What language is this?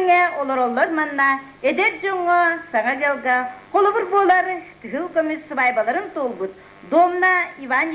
Yakut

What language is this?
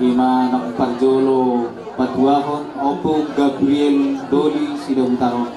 Batak Toba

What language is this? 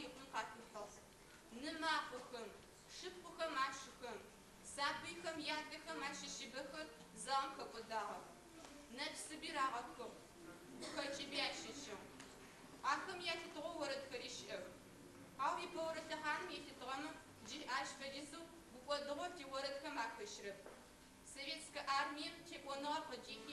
Adyghe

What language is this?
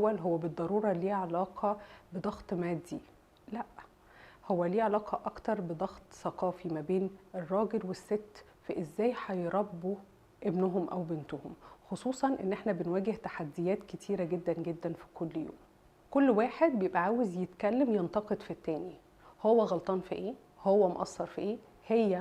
Egyptian Arabic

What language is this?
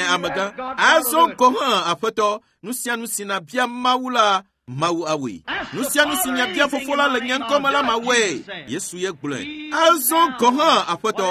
Ewe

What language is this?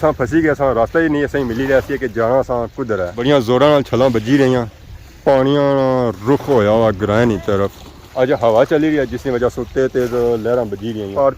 Pahari-Potwari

